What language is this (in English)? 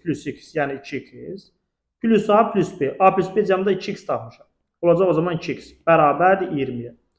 Azerbaijani